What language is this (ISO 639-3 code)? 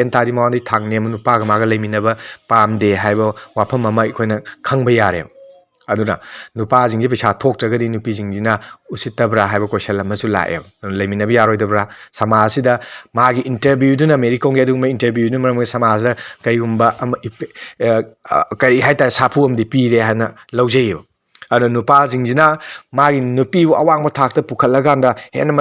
mni